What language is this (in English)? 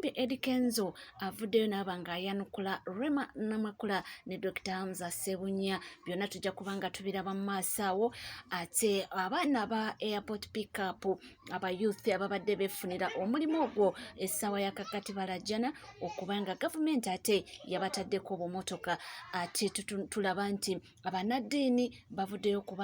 Ganda